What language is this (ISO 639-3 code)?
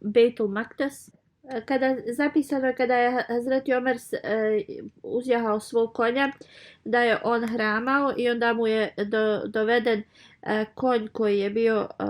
bos